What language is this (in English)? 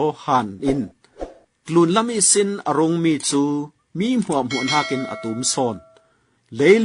Falam Chin